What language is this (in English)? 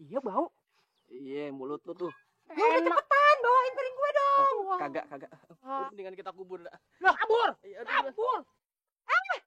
Betawi